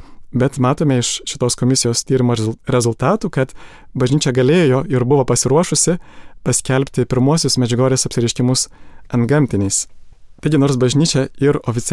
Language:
Lithuanian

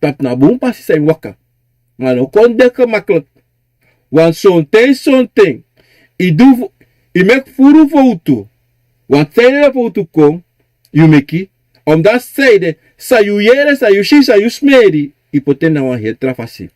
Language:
Sranan Tongo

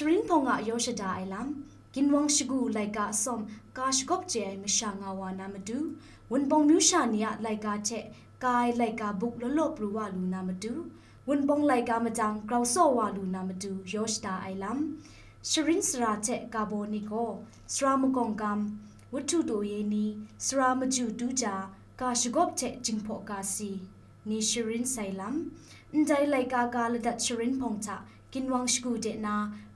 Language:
Kachin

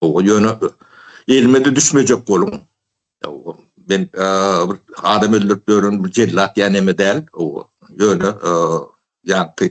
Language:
Turkmen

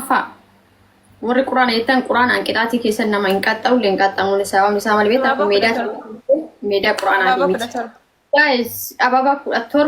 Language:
Oromo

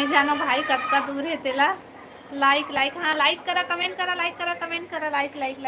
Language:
Chhattisgarhi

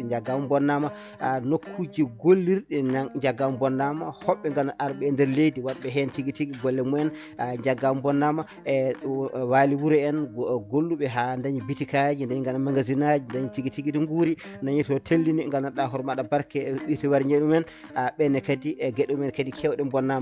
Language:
Fula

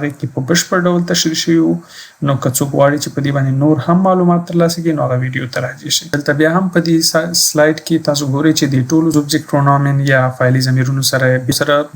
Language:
Pashto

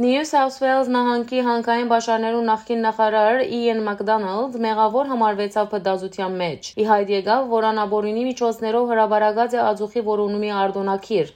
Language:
Western Armenian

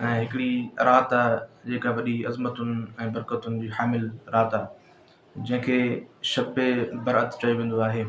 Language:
Sindhi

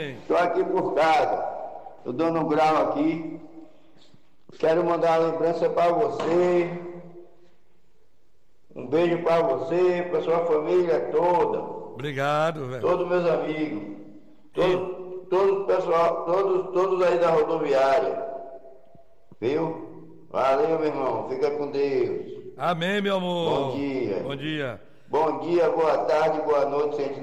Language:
Portuguese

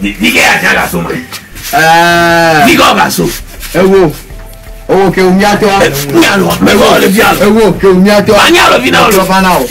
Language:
Ewe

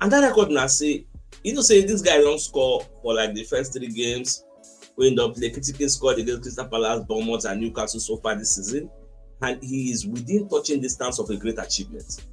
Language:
Nigerian Pidgin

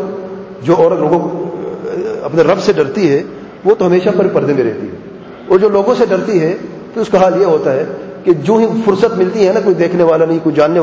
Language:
Urdu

